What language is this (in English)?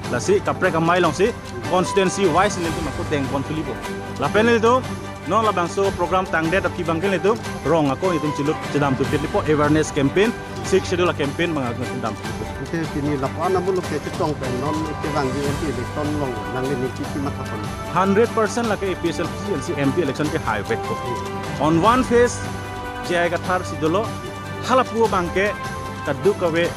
Karbi